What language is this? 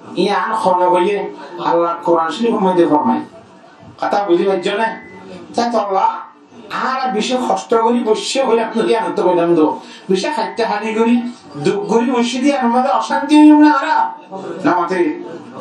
Rohingya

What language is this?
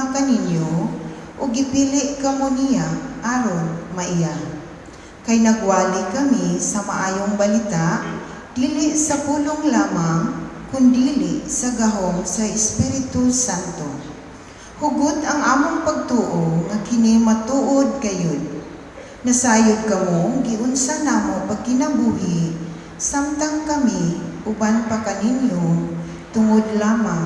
Cebuano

